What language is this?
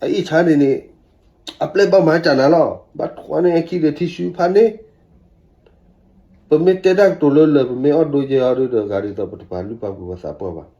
S'gaw Karen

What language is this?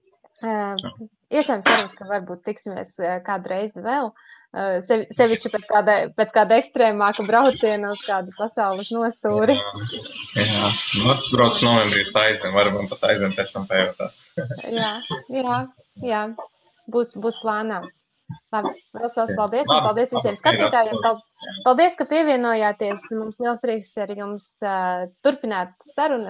Latvian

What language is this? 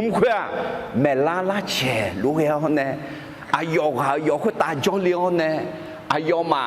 Akha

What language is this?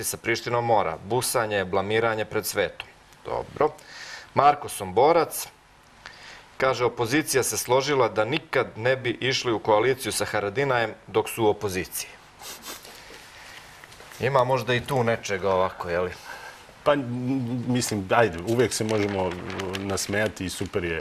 Serbian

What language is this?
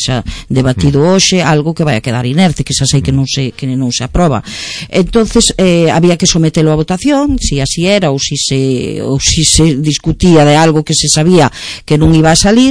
Galician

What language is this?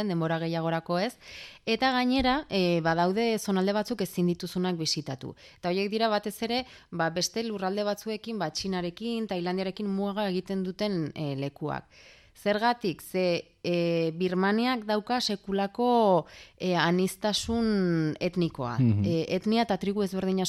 Basque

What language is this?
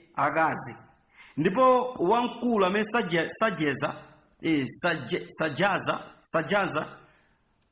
Nyanja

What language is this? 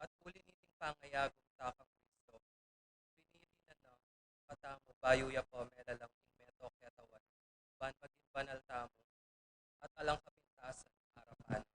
Pampanga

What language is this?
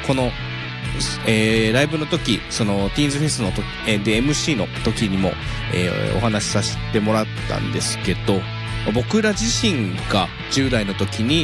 Japanese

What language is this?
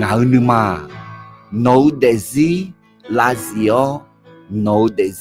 Akha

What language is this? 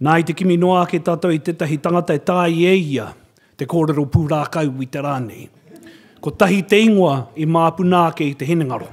Māori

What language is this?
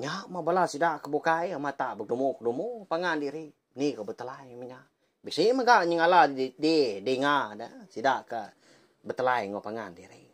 Iban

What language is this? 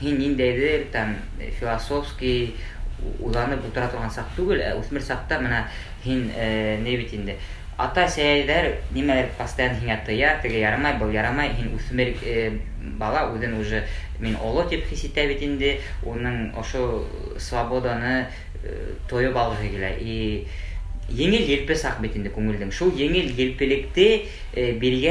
Bashkir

